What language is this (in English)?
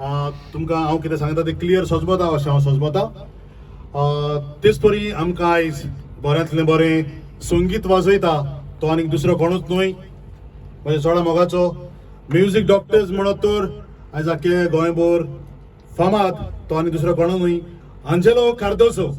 Konkani